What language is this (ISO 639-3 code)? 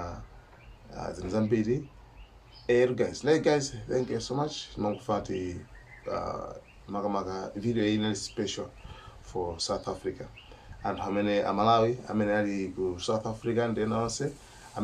nya